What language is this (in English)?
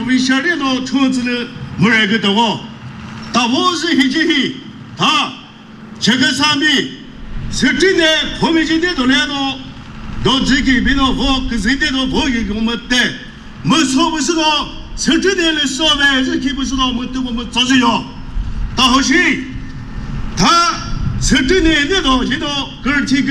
Chokri Naga